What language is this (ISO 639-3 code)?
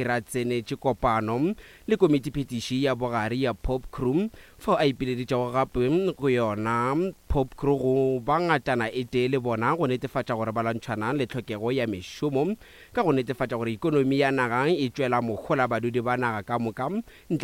nso